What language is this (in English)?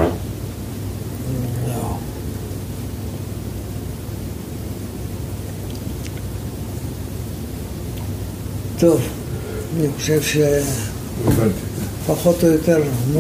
Hebrew